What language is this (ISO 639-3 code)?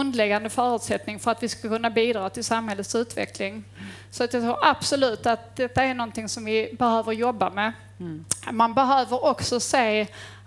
swe